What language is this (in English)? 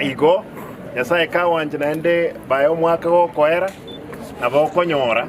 Gusii